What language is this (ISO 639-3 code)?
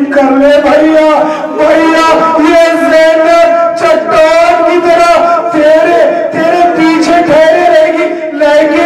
urd